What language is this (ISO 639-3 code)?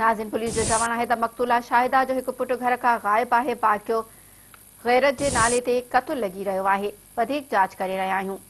snd